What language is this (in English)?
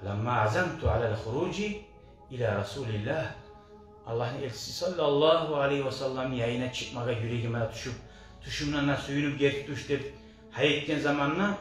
Kumyk